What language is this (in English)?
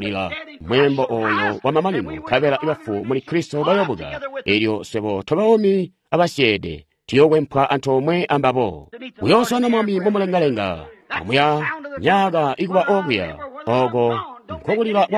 Tonga (Zambia)